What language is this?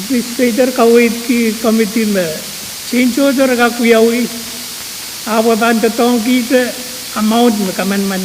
Pohnpeian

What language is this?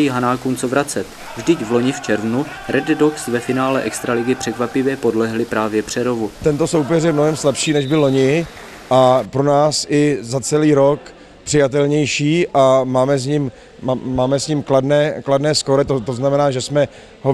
Czech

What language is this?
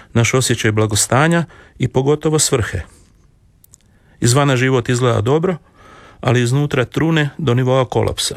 Croatian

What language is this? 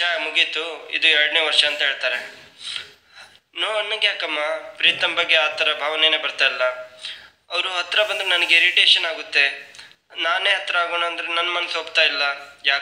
Kannada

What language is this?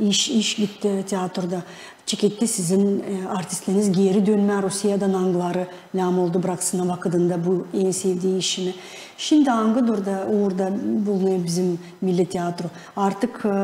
Gagauz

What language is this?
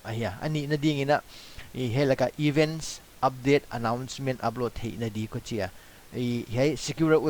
Paite Chin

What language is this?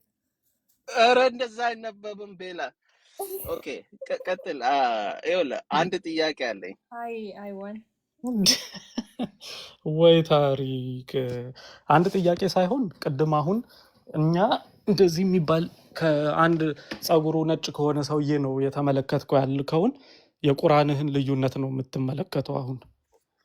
Amharic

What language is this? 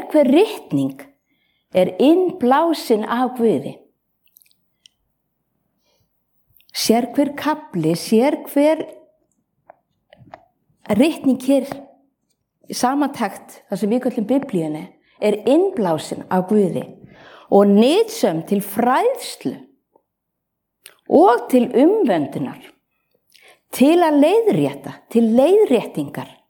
Icelandic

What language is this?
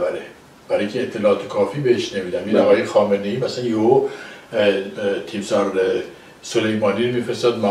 Persian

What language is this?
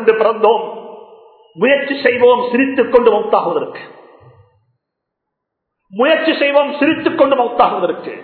Tamil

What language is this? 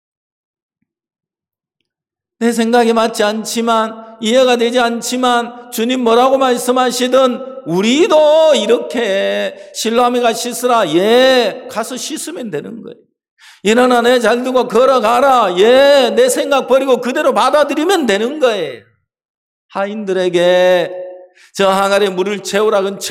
Korean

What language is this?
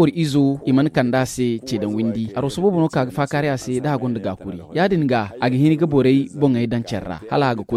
Zarma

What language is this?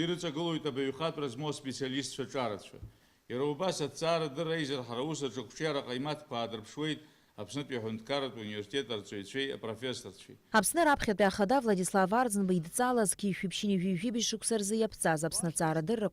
Abkhazian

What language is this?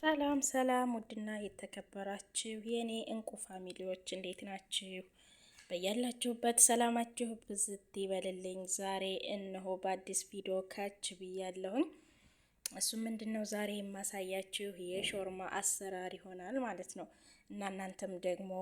Amharic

